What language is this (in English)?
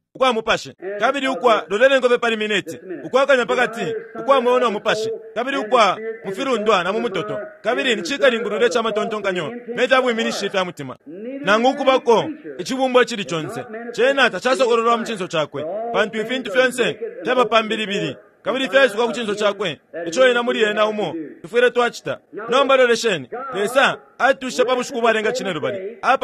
Bemba